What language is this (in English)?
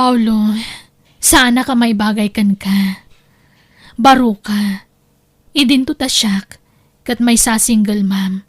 Iloko